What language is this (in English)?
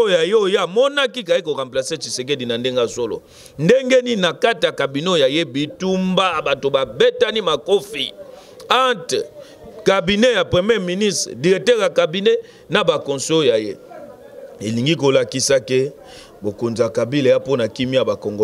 Lingala